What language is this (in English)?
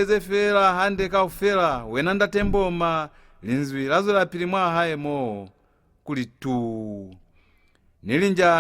Lozi